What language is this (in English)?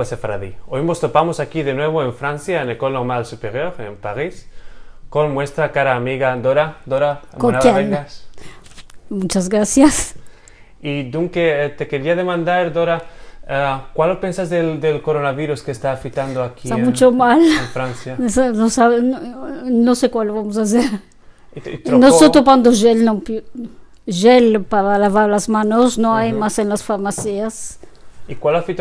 Ladino